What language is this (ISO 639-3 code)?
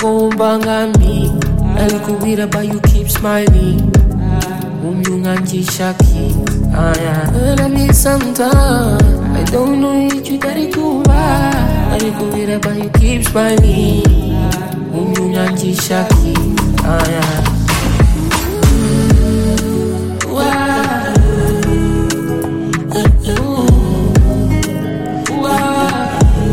kin